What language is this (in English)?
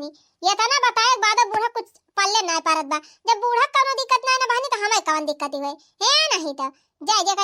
Awadhi